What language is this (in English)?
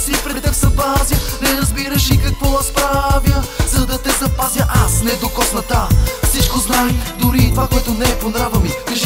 Bulgarian